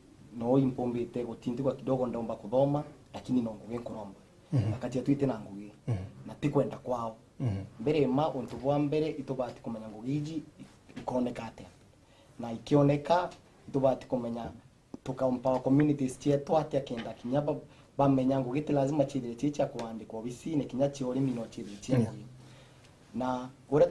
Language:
Meru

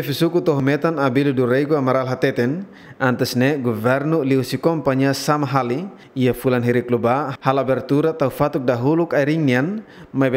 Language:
Tetum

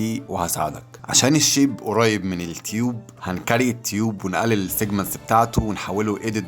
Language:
Egyptian Arabic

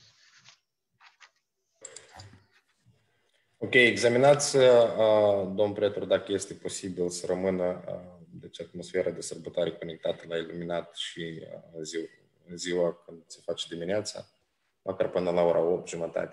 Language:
Romanian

